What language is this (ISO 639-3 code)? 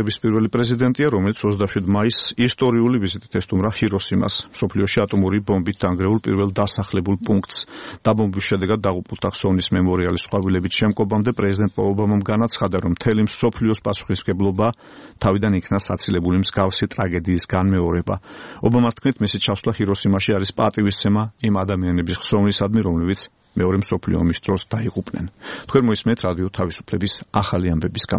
kat